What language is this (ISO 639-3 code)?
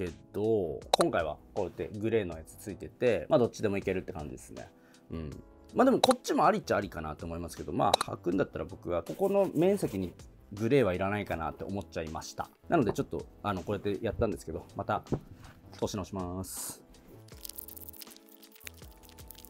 jpn